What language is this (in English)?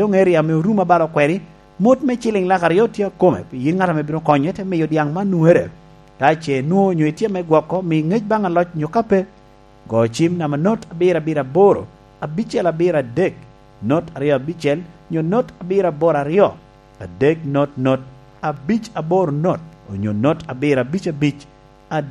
Lango (Uganda)